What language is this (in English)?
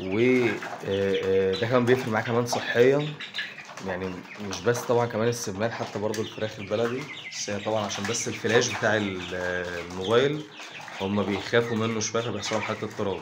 Egyptian Arabic